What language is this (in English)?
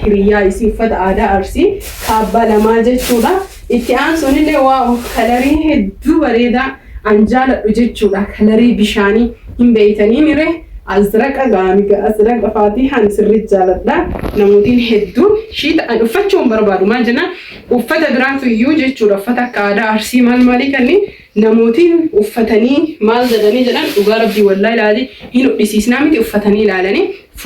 Oromo